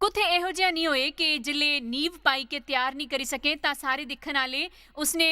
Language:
Dogri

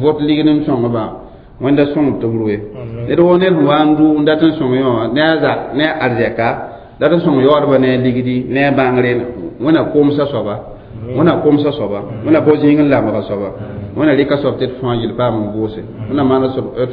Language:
Mossi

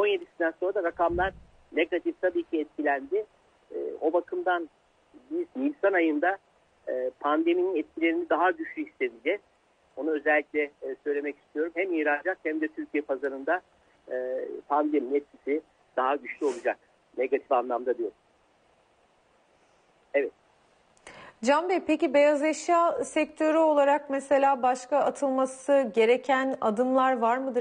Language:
Turkish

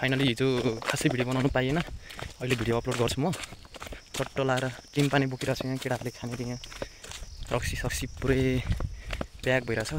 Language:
Nepali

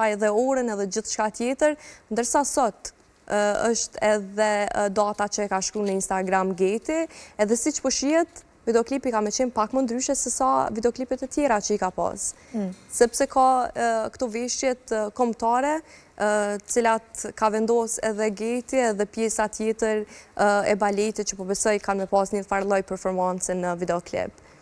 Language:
Albanian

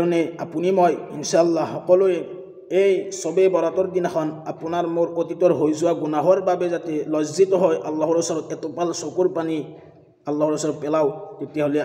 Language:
Assamese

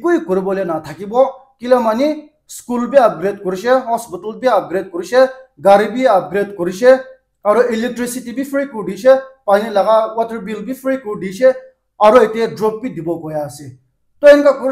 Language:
Naga Pidgin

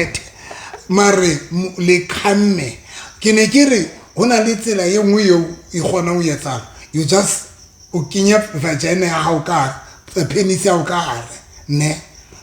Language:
Southern Sotho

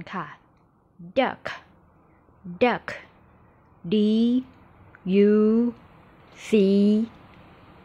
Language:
Thai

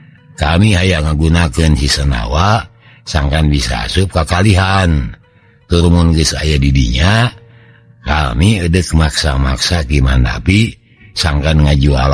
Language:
Sundanese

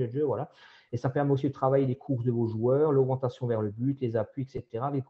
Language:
French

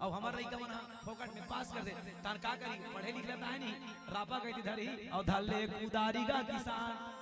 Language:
Chhattisgarhi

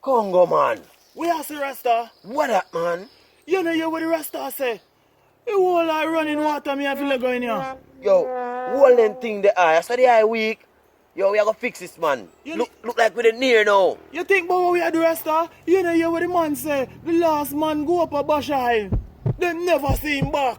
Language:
Jamaican Creole English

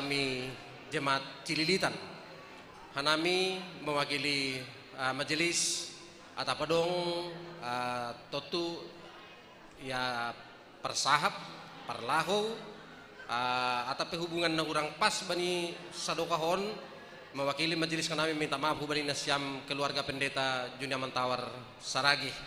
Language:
Batak Simalungun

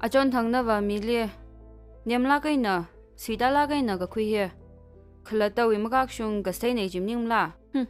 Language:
Tangkhul Naga (India)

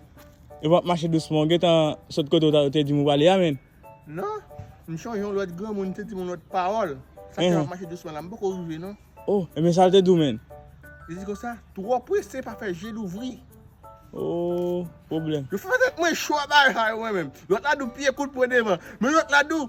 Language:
Haitian Creole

